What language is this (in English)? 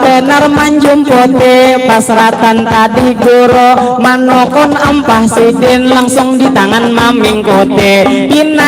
Banjar